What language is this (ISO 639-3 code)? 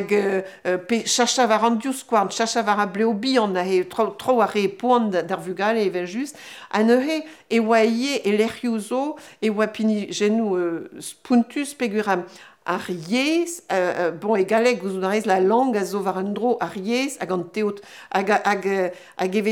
bre